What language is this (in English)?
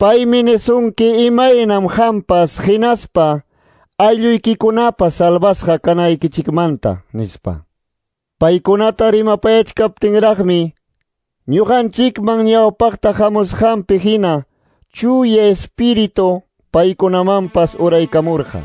Quechua